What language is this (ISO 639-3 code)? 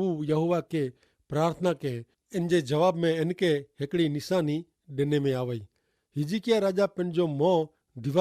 kfr